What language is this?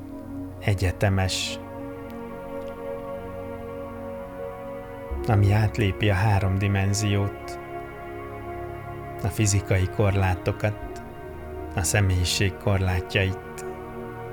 Hungarian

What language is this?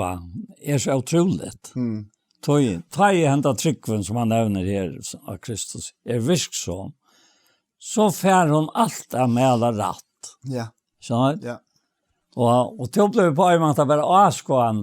Faroese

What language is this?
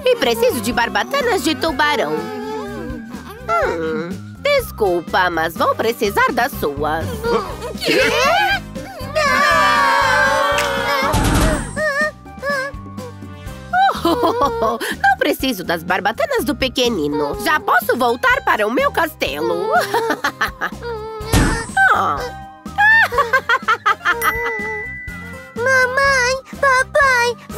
Portuguese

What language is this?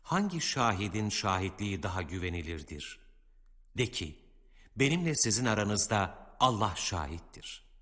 Turkish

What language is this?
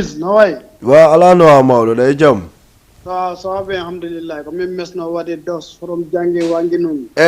Fula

